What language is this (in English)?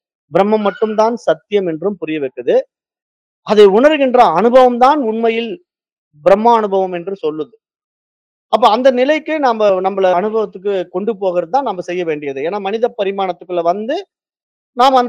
Tamil